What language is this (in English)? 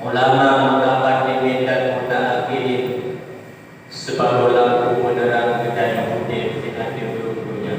Achinese